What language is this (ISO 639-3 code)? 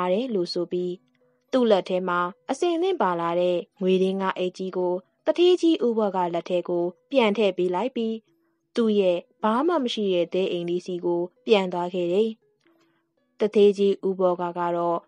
mya